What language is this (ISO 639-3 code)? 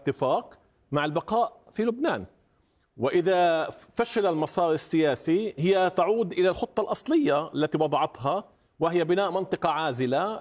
ara